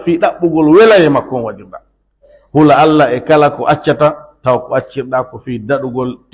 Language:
Pular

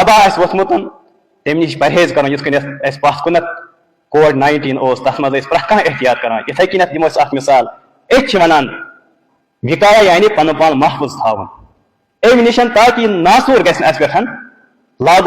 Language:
Kashmiri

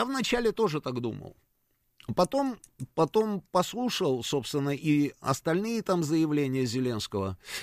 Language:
Russian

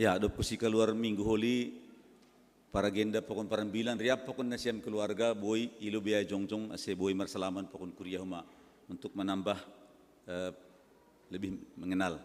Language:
Batak Simalungun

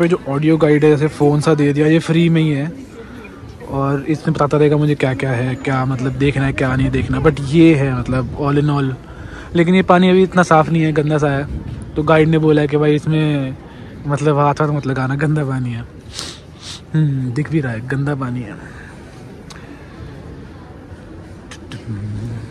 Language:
Hindi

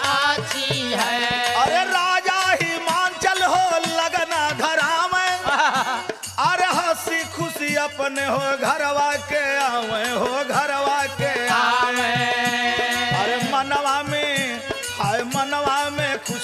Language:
Bhojpuri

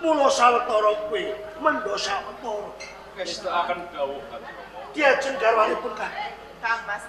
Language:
Javanese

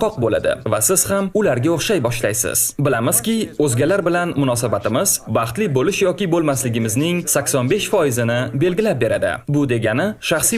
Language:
Uzbek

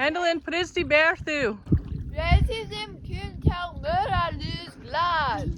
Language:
Cornish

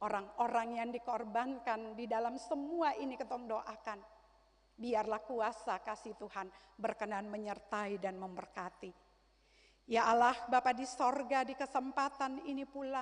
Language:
Ambonese Malay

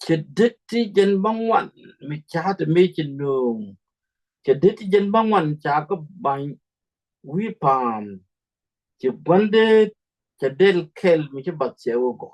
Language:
Nuer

